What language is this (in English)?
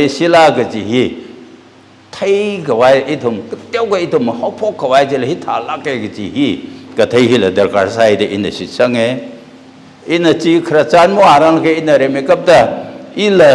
Tangkhul Naga (India)